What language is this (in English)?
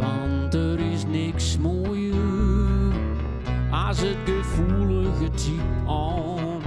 Western Frisian